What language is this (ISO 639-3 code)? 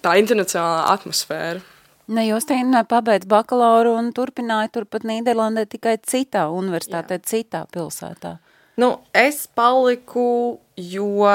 lav